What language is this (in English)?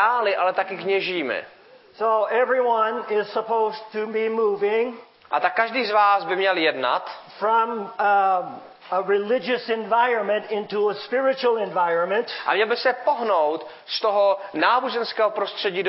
Czech